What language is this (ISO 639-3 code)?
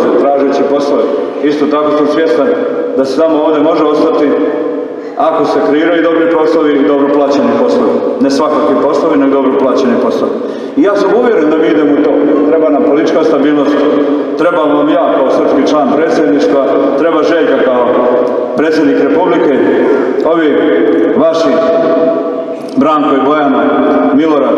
srp